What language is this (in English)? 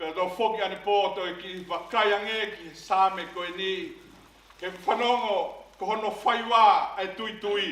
Tongan